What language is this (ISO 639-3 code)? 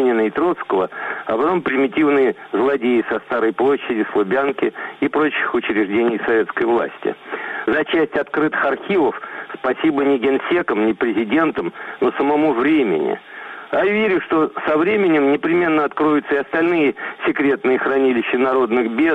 rus